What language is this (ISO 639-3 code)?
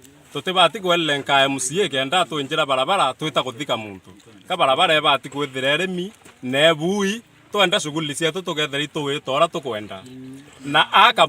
mer